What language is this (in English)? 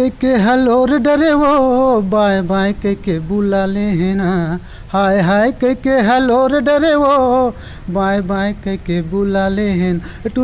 Chhattisgarhi